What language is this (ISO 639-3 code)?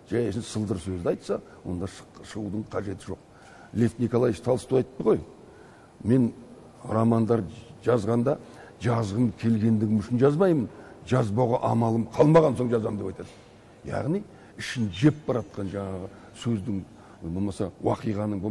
kaz